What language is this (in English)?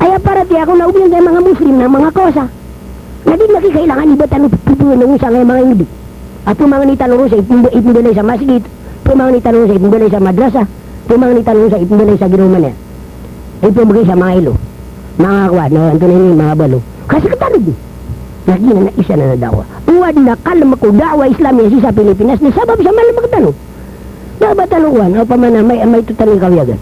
Maranao